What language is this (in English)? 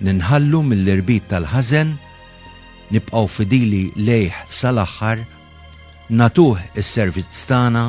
Maltese